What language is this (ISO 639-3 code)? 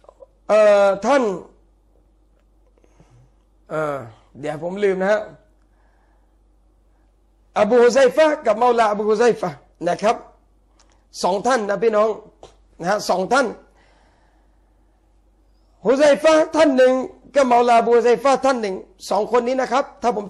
tha